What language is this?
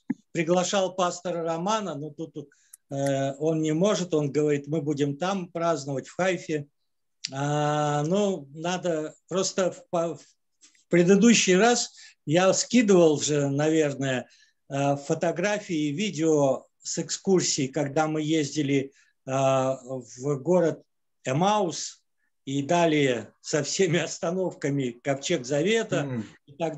Russian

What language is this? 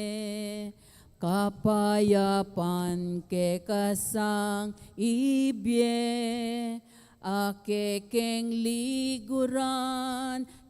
Pampanga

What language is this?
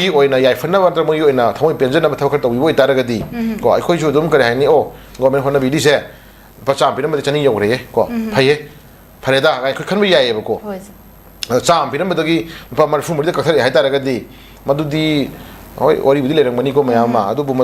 Manipuri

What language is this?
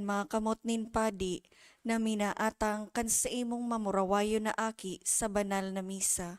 Bikol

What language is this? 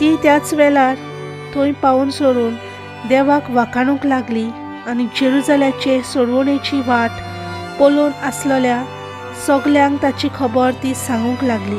Konkani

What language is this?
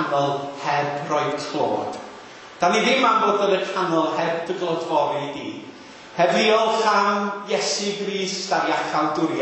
Welsh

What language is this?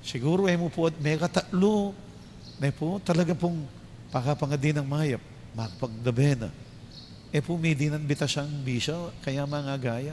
Pampanga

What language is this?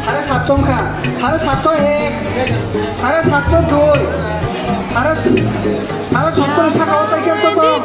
Kok Borok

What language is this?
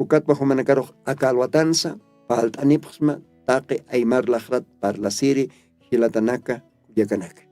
Aymara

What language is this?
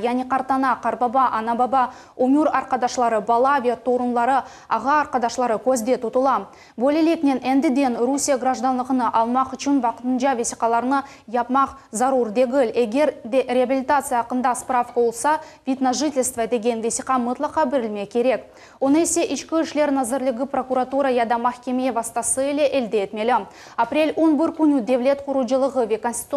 Crimean Tatar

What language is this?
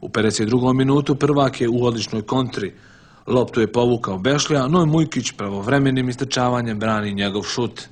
Bosnian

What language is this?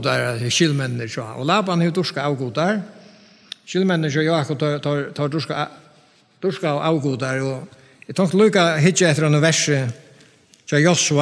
Faroese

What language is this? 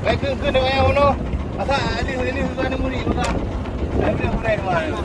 Achinese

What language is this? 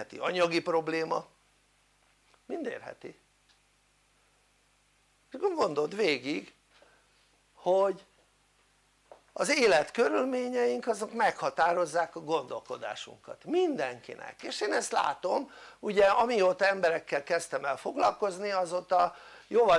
Hungarian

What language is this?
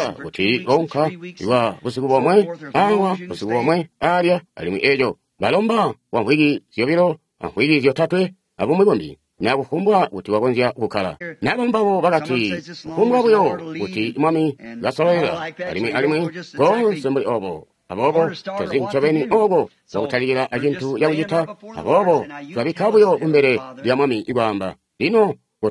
Tonga (Zambia)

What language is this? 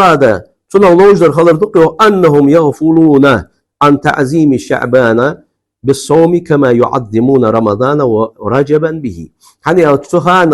Ingush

